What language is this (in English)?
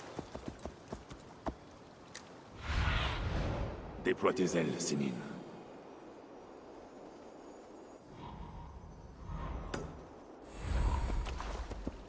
French